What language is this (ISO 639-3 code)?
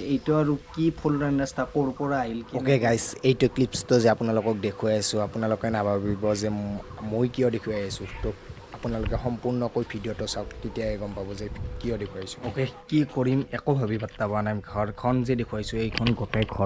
asm